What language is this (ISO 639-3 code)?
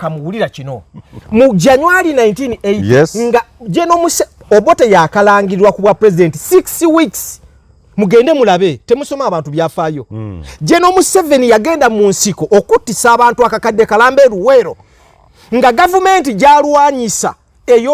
lug